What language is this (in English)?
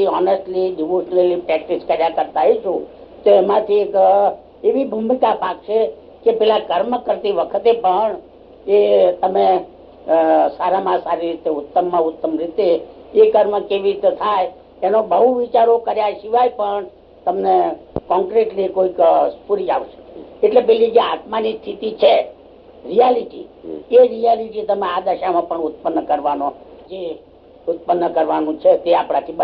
Gujarati